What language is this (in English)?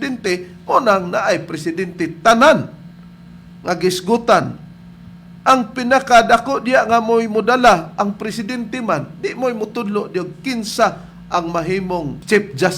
Cebuano